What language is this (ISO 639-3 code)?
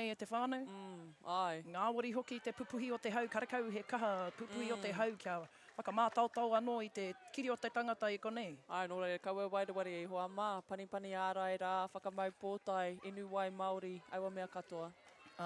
mri